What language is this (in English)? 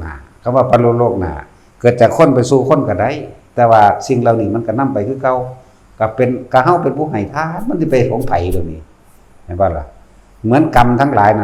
Northeastern Thai